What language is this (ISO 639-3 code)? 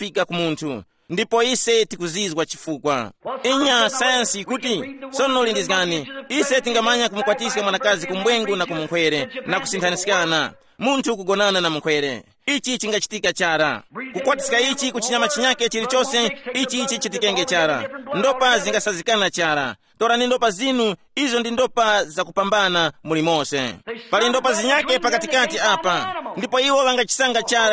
tum